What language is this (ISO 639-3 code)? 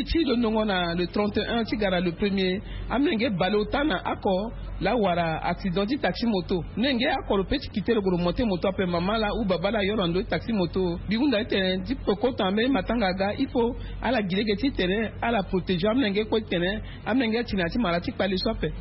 sag